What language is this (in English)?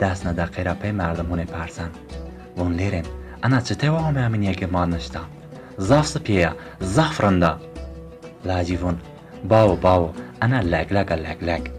Zaza